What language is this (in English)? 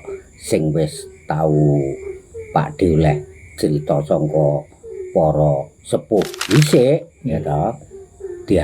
Javanese